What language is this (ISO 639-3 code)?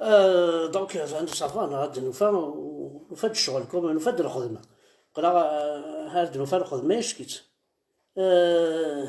kab